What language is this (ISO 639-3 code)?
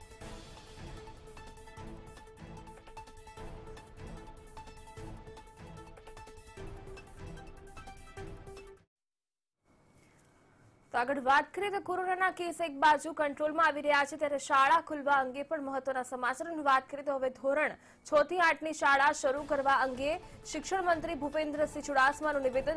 guj